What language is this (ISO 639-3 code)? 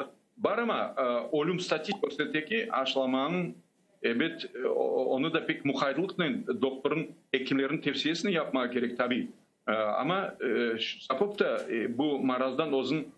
crh